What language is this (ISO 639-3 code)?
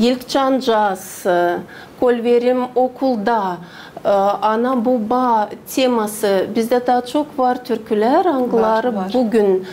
gag